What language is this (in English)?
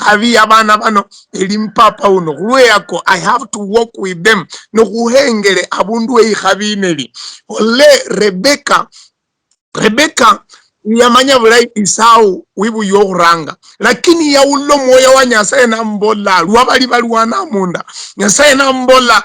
Luyia